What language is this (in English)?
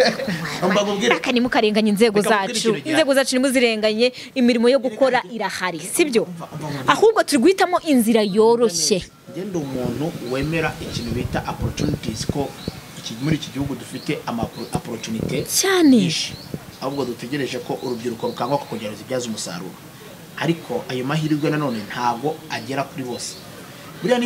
Kinyarwanda